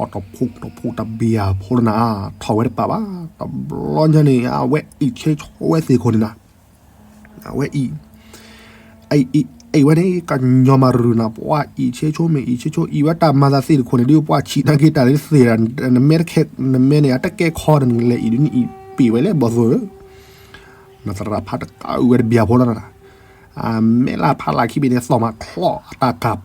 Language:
S'gaw Karen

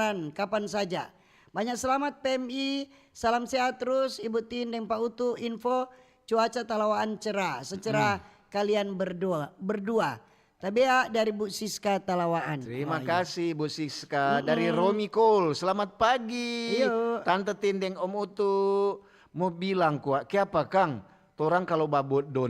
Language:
Manado Malay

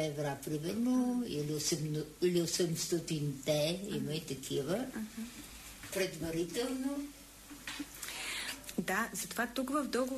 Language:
Bulgarian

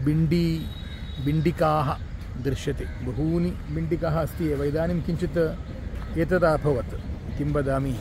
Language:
Sanskrit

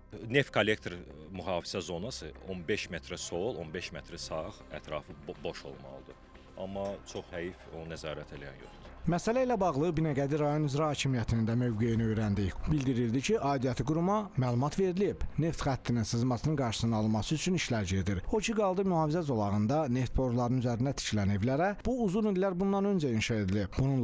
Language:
Azerbaijani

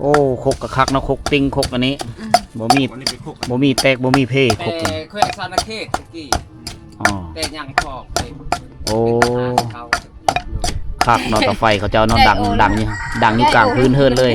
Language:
Lao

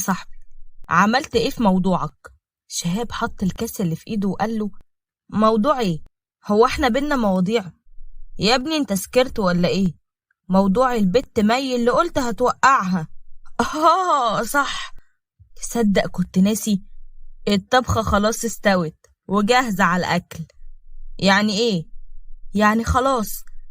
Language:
Egyptian Arabic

